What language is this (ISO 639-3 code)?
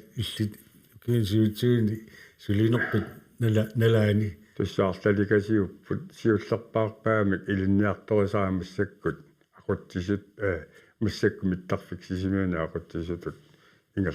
kal